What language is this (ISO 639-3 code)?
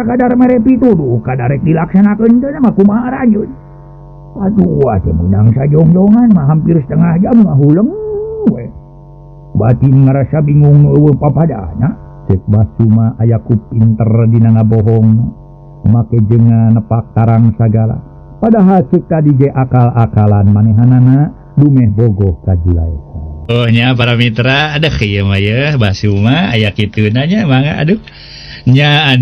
sun